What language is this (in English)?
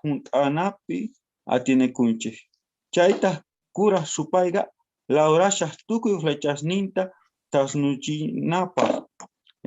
South Bolivian Quechua